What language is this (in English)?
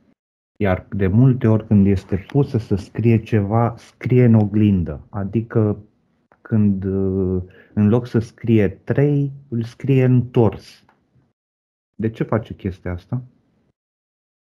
Romanian